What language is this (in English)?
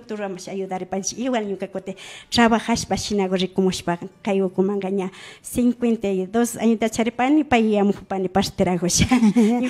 Imbabura Highland Quichua